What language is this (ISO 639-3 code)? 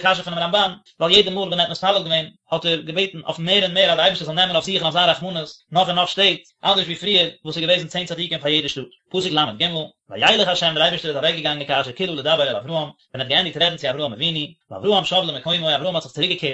yid